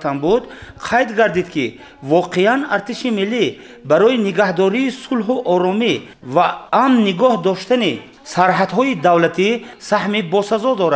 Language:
Tajik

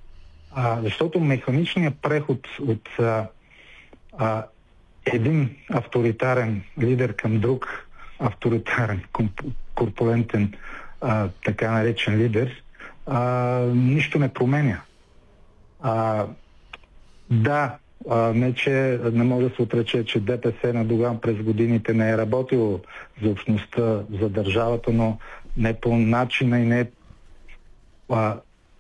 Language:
Bulgarian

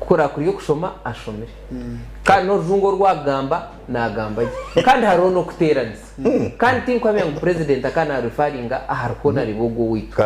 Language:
Nyankole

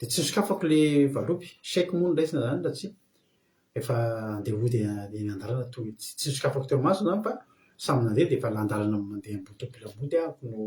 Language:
Malagasy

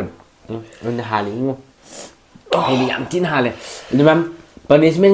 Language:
Manipuri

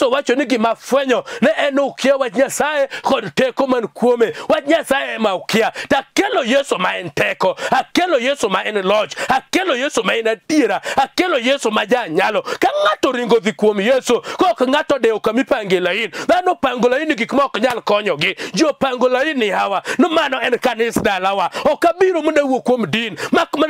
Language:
Luo (Kenya and Tanzania)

